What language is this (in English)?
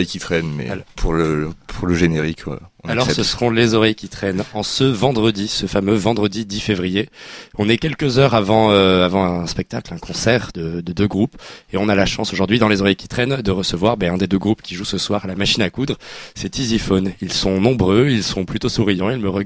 French